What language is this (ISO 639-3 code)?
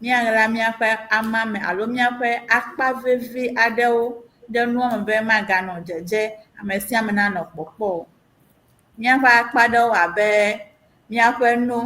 ewe